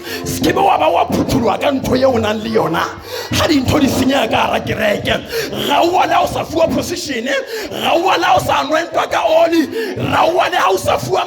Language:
Southern Sotho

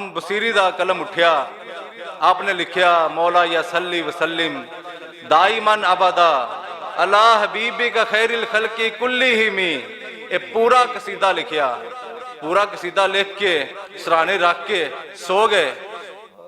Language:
Western Panjabi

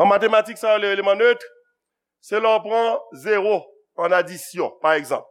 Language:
Haitian Creole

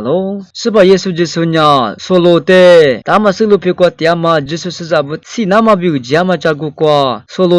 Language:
Lisu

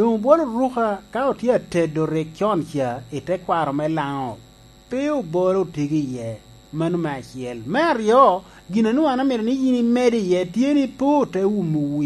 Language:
Lango (Uganda)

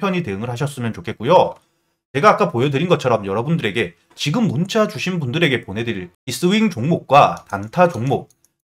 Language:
Korean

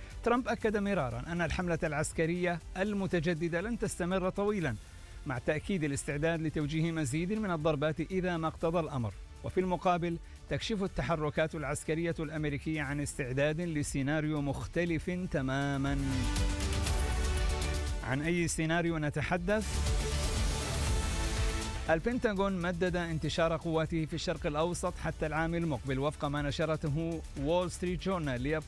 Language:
Arabic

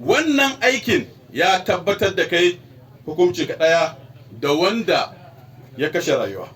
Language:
Hausa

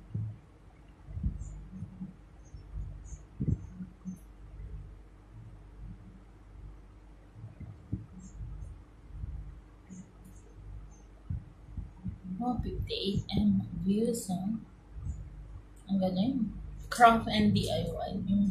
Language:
Filipino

